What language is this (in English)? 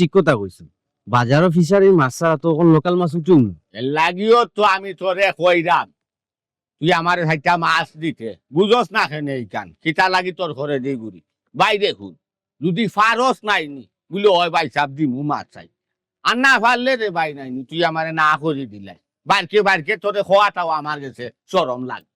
Sylheti